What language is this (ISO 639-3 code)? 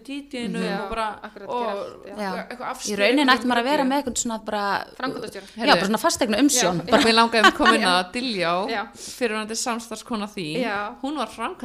isl